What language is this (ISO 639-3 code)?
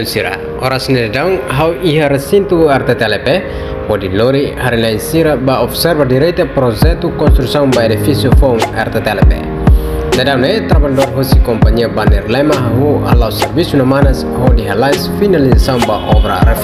tet